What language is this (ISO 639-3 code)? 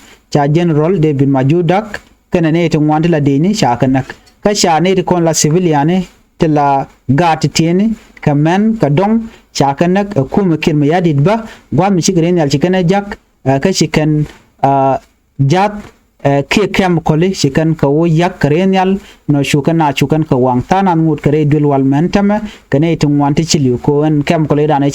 nus